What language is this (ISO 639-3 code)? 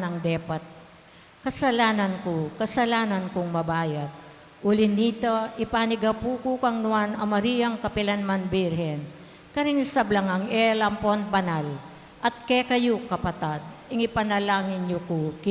pam